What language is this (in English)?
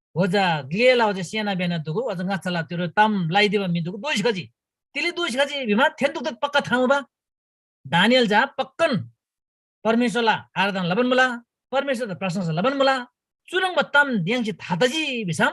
Eastern Tamang